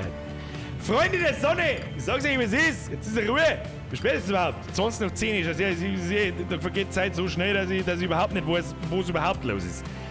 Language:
Bavarian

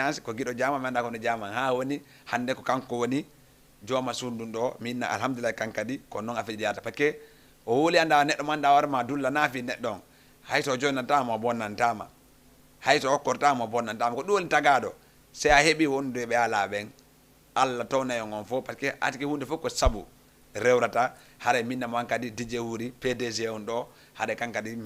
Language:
Fula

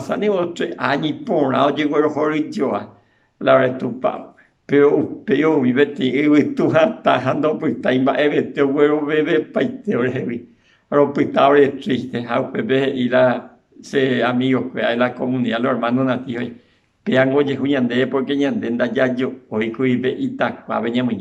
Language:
Guarani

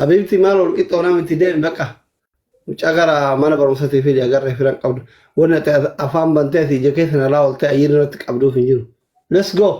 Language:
Oromo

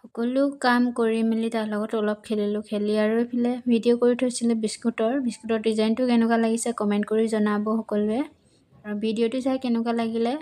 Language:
Assamese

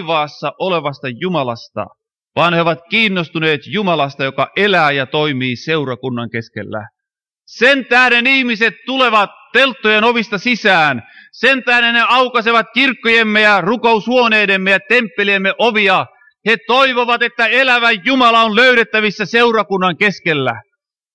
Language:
Finnish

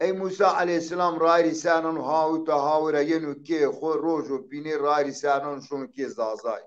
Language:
Zaza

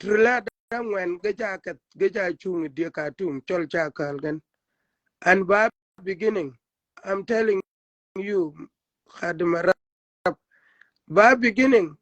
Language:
Shilluk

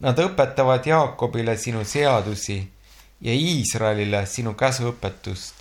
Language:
Estonian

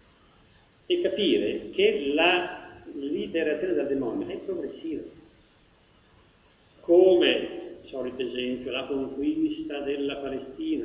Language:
Italian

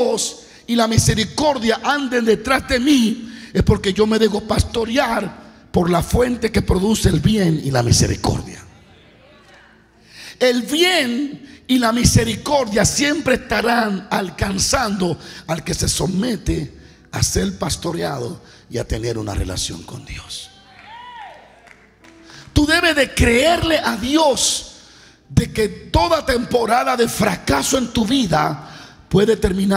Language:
Spanish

